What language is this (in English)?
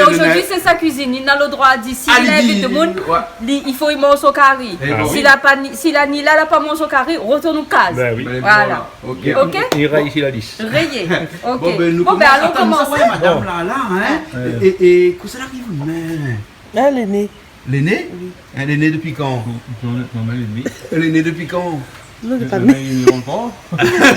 Réunion Creole French